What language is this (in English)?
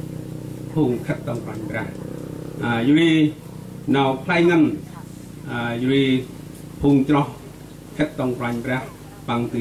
Central Mnong